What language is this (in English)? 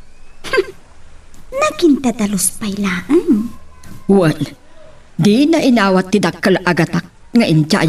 Iloko